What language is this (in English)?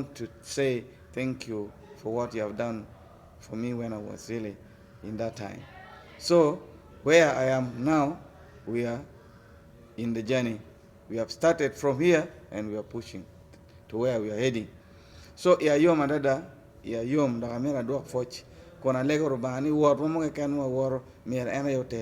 Acoli